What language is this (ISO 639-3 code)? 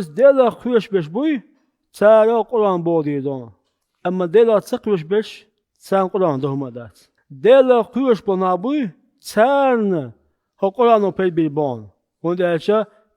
che